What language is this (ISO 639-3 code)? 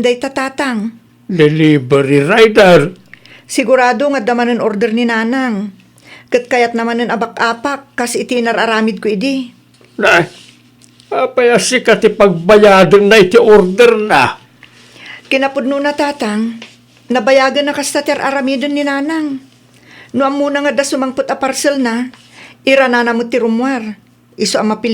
ilo